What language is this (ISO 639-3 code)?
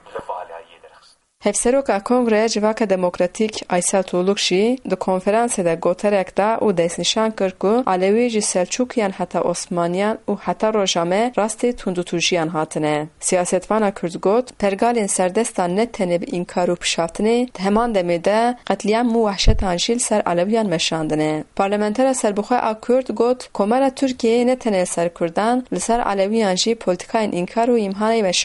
kur